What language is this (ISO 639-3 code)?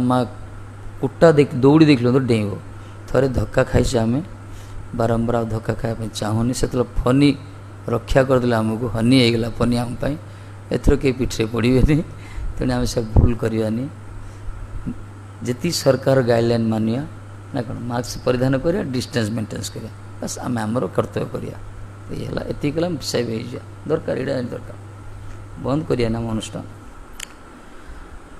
ori